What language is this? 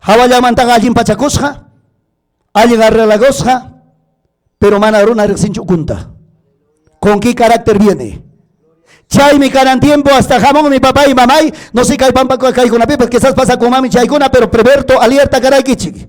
Ayacucho Quechua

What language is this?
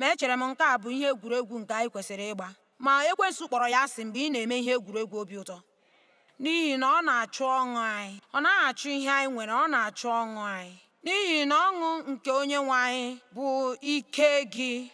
Igbo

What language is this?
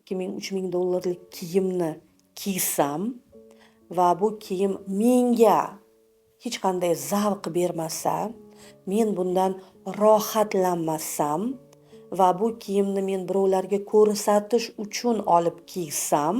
Uzbek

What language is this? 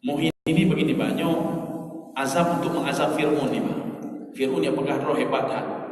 Achinese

